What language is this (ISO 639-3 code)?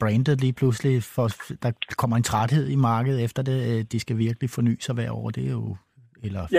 dan